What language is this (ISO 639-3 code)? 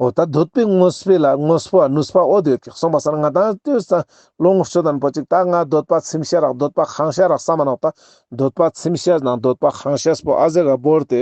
lbj